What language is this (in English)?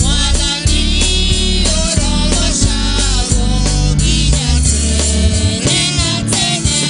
Kikuyu